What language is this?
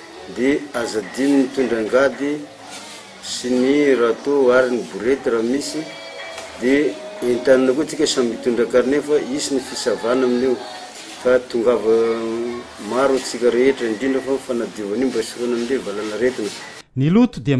Malagasy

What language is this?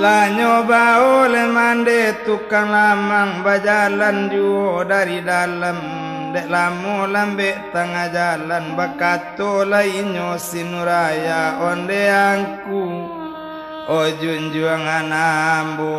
Minangkabau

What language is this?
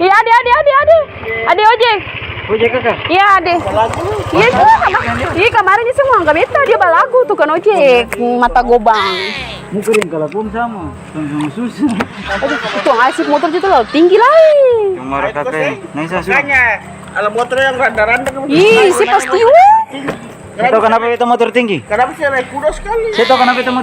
Ambonese Malay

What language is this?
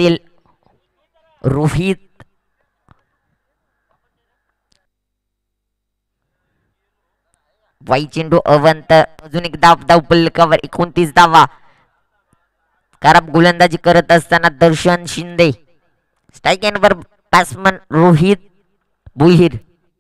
Marathi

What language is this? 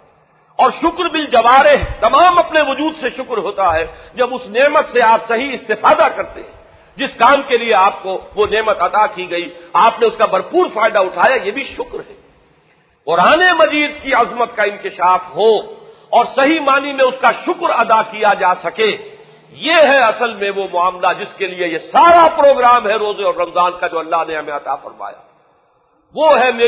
Urdu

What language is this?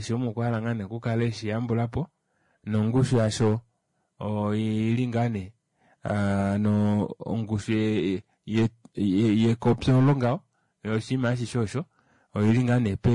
Kuanyama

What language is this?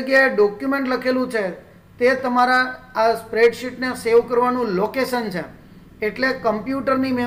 Gujarati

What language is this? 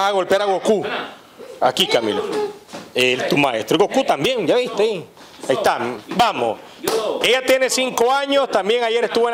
Spanish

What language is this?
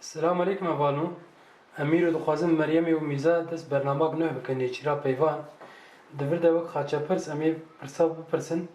Kurdish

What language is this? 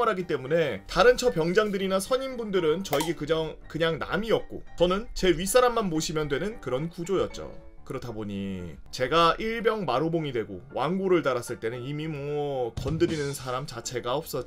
Korean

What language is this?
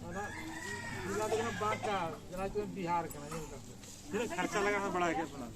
Santali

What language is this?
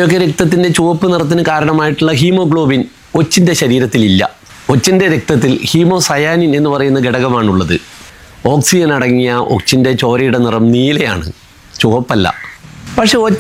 Malayalam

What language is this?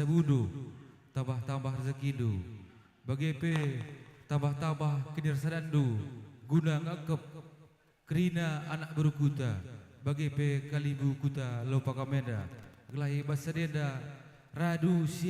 Batak Karo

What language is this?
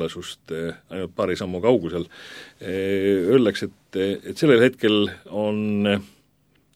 Estonian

